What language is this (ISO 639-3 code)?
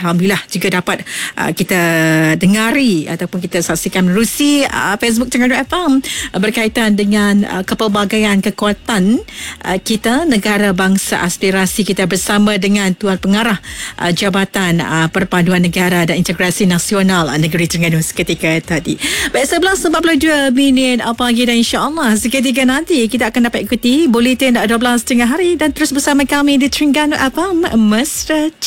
msa